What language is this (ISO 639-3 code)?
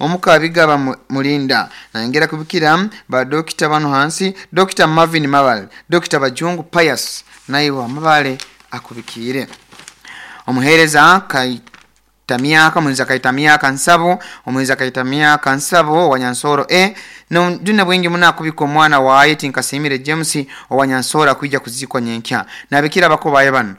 nyo